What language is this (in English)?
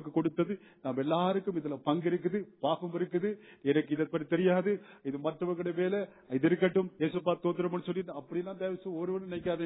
Tamil